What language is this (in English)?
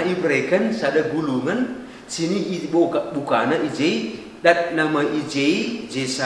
Batak Karo